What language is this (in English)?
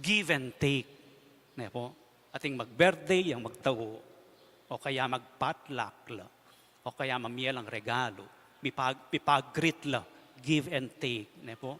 Pampanga